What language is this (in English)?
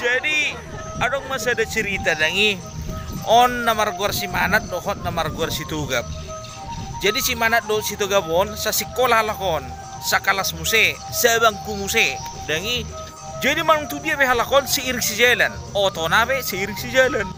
Batak Toba